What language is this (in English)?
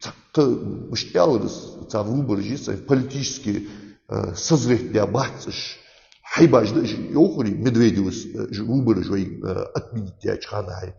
Ingush